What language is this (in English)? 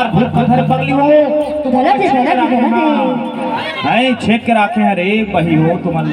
Chhattisgarhi